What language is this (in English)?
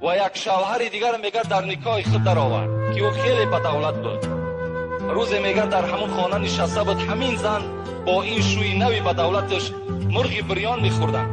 Tajik